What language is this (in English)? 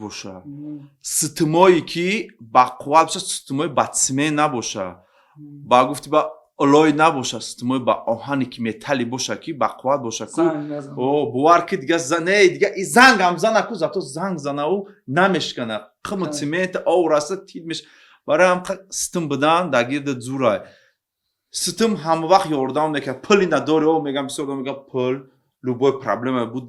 Tajik